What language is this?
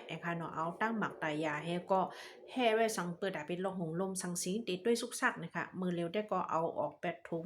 Shan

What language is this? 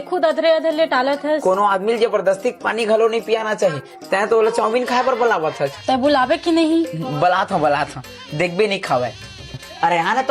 Chhattisgarhi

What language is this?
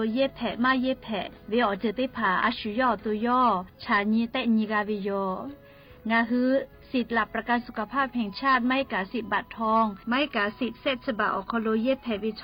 Lahu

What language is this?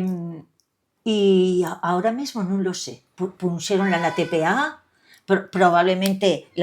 Asturian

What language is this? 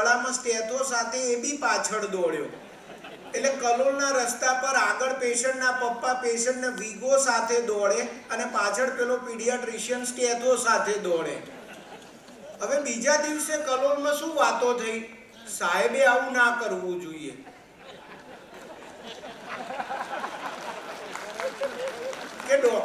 Gujarati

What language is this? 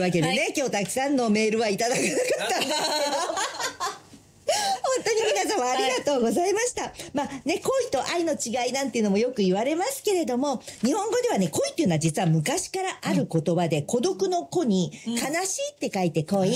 Japanese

